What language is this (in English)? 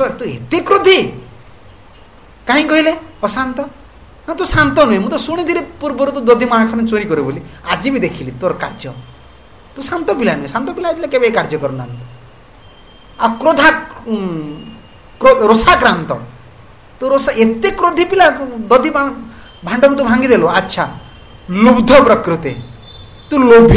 Odia